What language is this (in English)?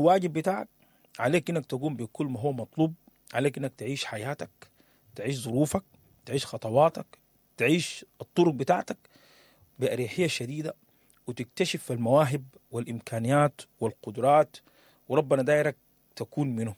Sudanese Arabic